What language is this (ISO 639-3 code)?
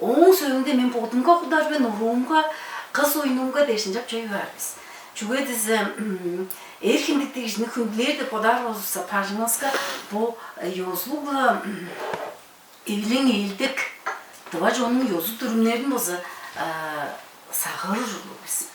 tyv